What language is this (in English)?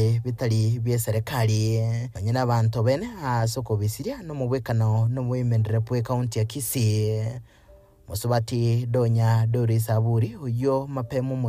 Gusii